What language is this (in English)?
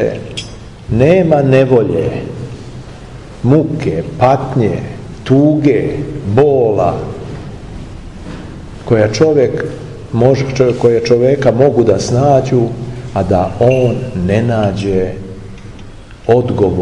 Serbian